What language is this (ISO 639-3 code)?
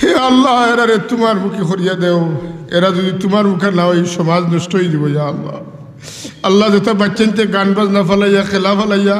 syl